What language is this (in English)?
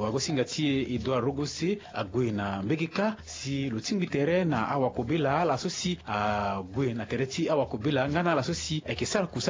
Sango